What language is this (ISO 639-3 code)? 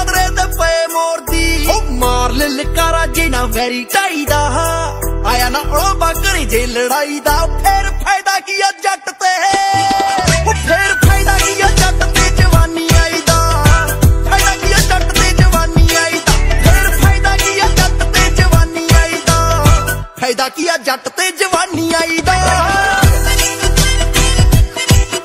pan